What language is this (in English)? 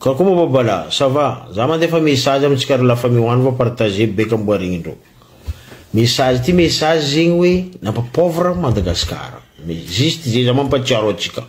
Malagasy